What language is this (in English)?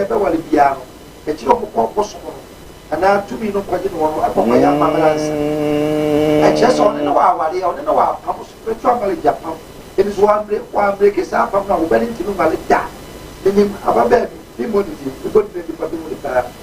Akan